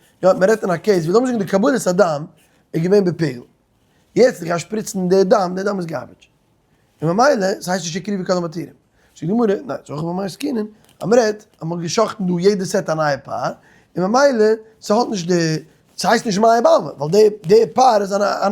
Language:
Yiddish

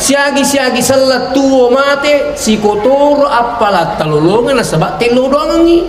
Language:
Buginese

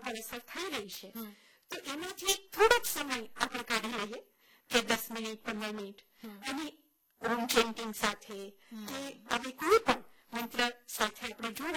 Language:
Gujarati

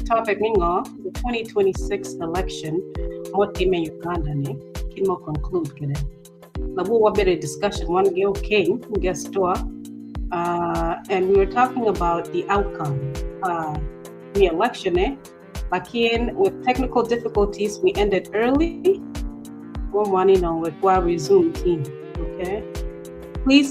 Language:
Acoli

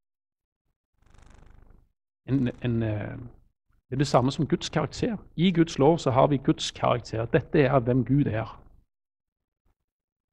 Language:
Norwegian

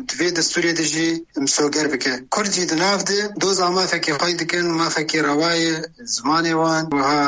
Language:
Kurdish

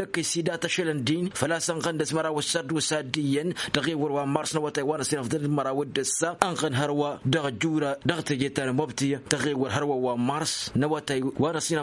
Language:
Tamasheq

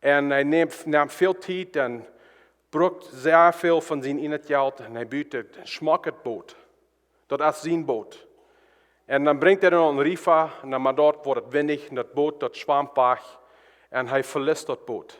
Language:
Plautdietsch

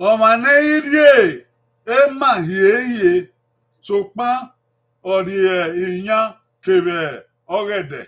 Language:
Bini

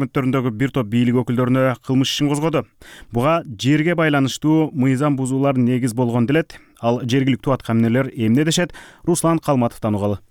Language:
Kyrgyz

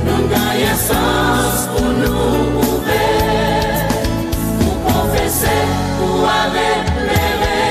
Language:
Seselwa Creole French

